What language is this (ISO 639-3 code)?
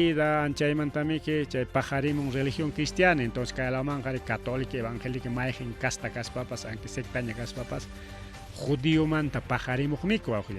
quy